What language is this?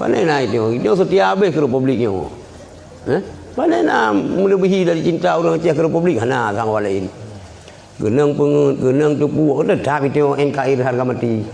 Achinese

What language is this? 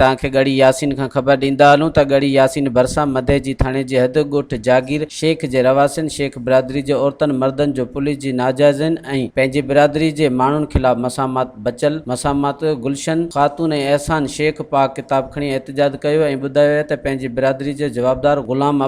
Sindhi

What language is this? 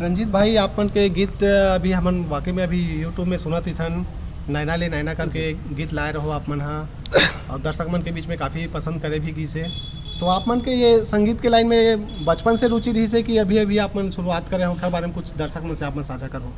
Chhattisgarhi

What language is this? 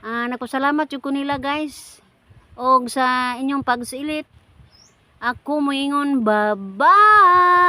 Cebuano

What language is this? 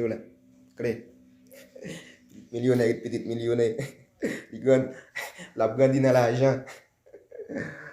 Haitian Creole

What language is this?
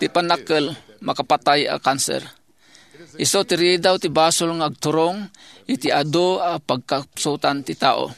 Iloko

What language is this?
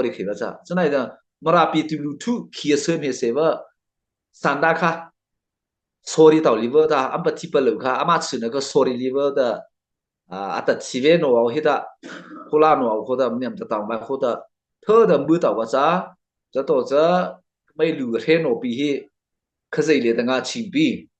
Mara Chin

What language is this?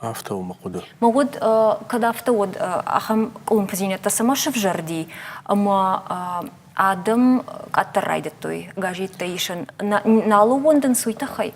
Ossetic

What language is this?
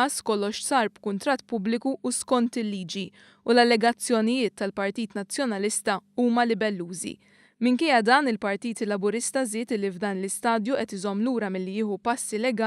Maltese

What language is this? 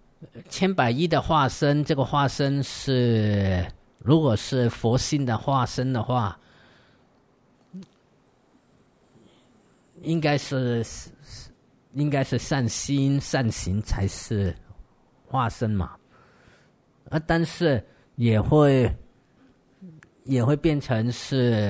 Chinese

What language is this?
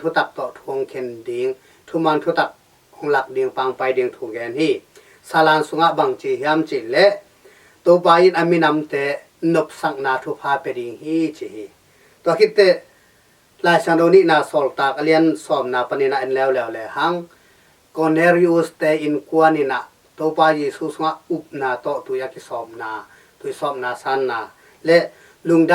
Tedim Chin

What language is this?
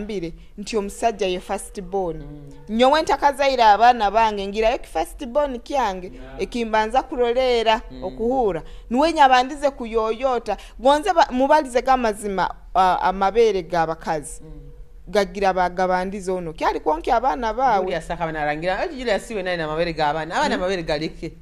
Nyoro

